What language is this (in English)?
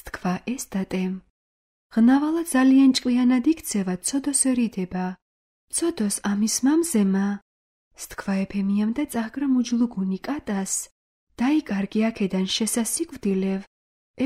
Georgian